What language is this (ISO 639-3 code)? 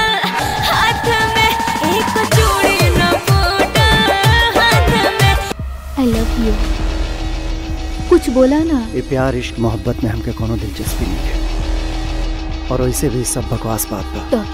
bho